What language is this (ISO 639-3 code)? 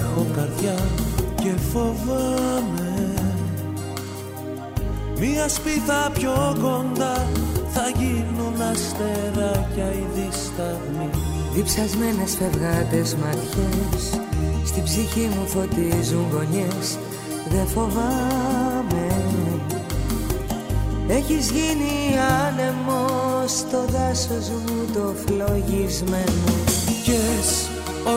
ell